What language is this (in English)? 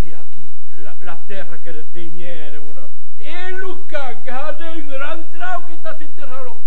Occitan